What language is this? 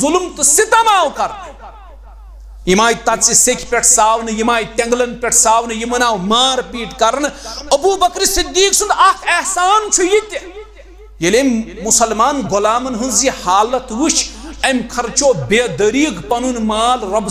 Kashmiri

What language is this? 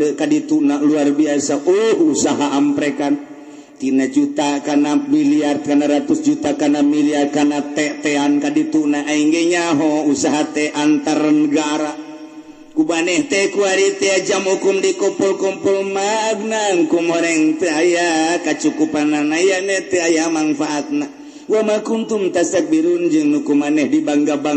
Sundanese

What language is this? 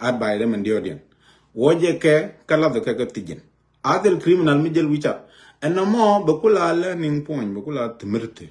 Nuer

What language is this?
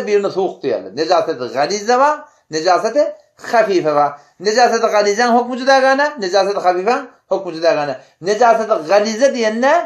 Turkmen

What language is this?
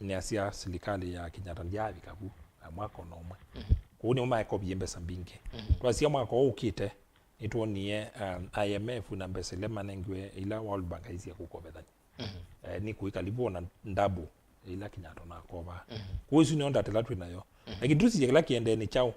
Kamba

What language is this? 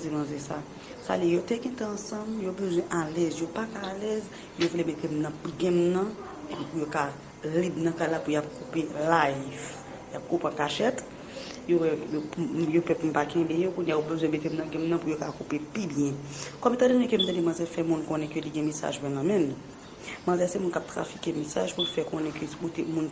Haitian Creole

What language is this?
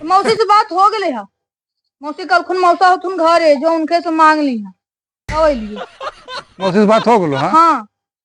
Magahi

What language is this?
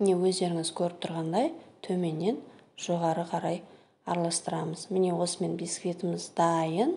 Kazakh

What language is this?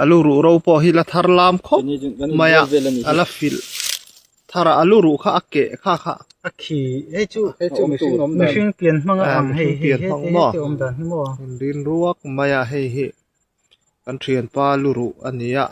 Mizo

